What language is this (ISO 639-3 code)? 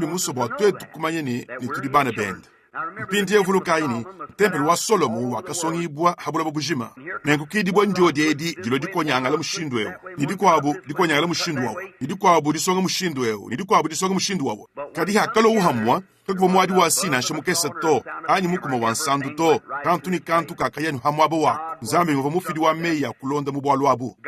lua